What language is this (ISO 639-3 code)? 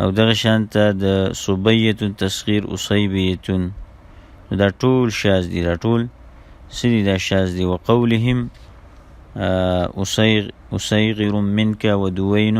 pus